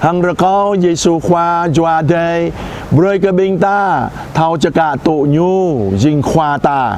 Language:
Jarai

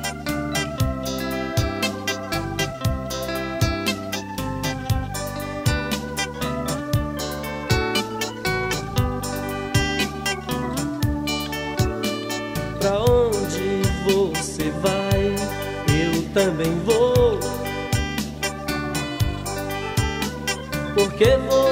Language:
Portuguese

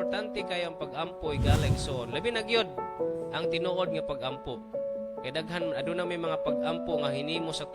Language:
Cebuano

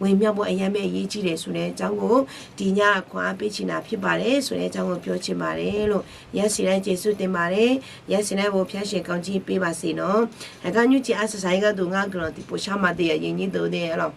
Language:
Akha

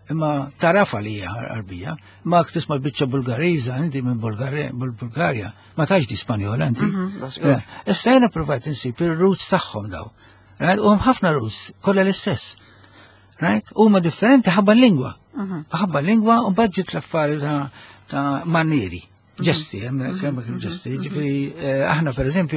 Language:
Maltese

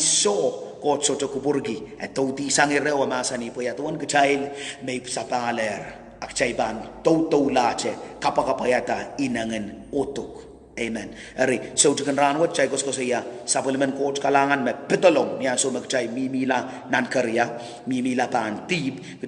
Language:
Pohnpeian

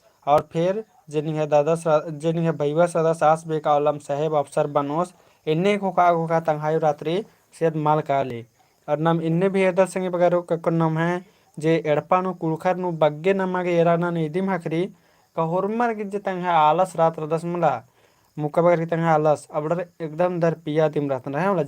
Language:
Kurukh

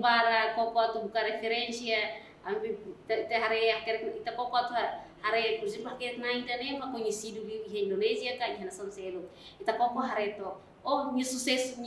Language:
Tetum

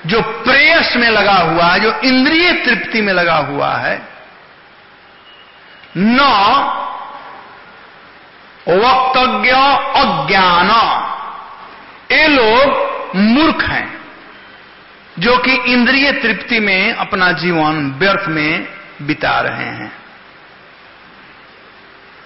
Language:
Hindi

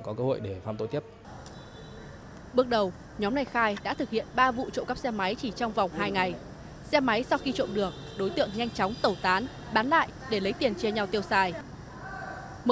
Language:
Vietnamese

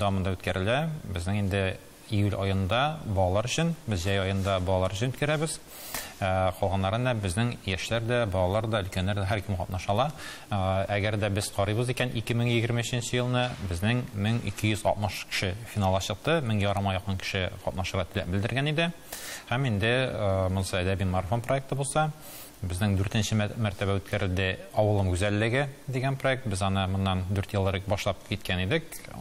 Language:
Tatar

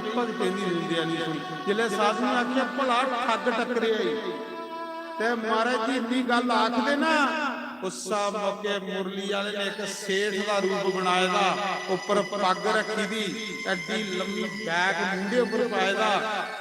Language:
Dogri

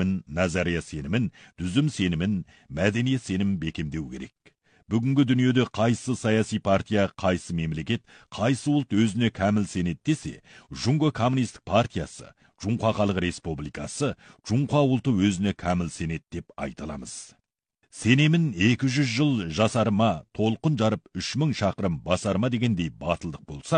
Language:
Kazakh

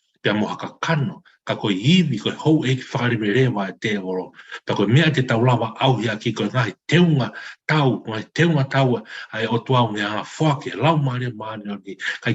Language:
Tongan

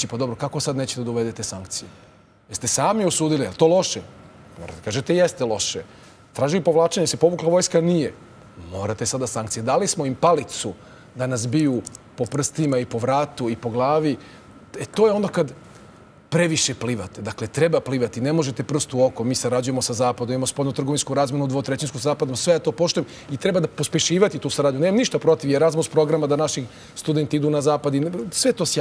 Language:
Serbian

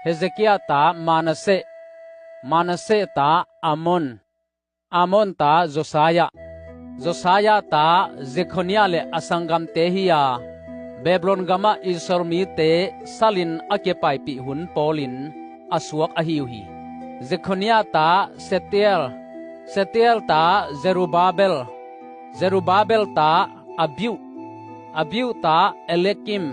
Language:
Tedim Chin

